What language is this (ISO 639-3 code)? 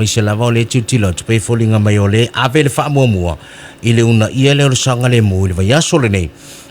smo